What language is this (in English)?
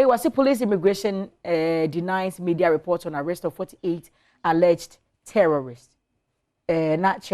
Akan